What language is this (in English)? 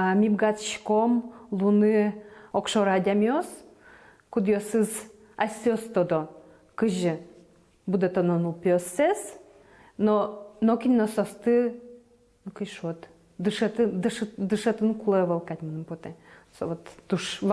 Udmurt